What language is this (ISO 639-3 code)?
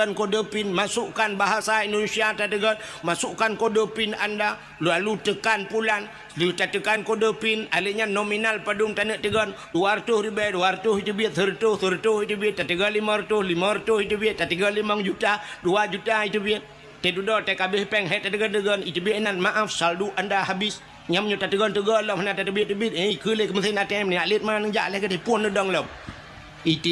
ace